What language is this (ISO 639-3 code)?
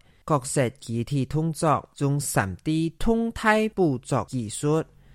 hak